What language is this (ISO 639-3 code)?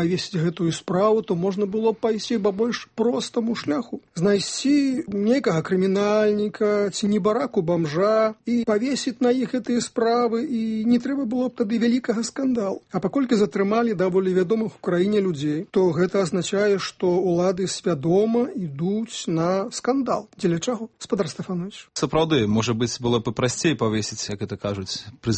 bel